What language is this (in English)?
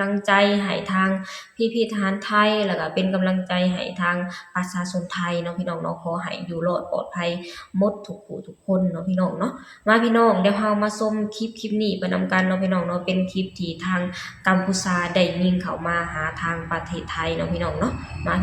Lao